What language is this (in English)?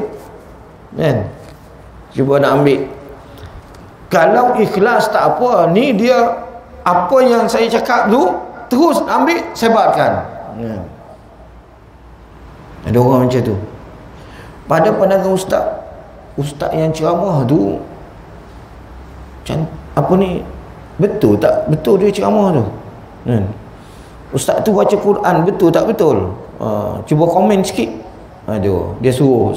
Malay